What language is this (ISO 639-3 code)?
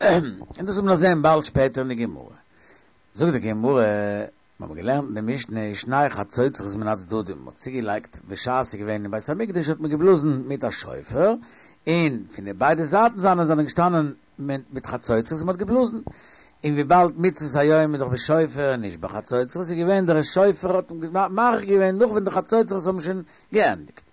yid